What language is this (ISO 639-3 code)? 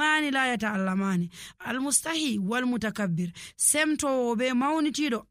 fuv